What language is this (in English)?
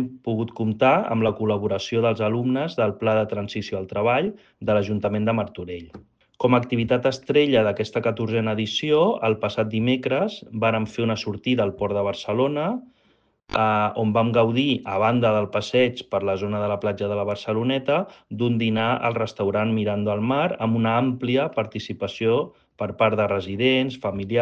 Catalan